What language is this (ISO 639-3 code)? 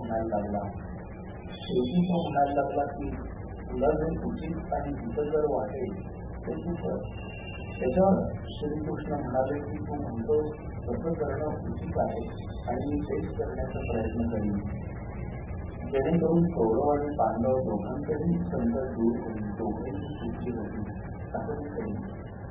mar